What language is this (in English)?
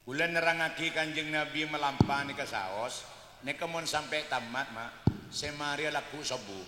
Madurese